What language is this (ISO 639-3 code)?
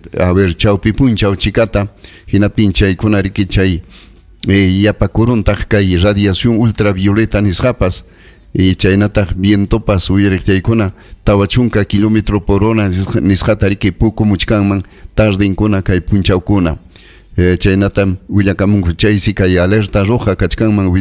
quy